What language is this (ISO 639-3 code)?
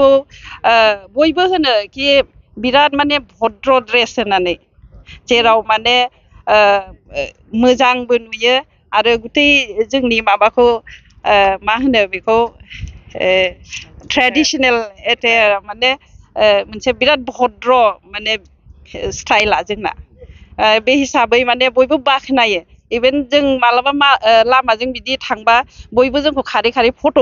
brx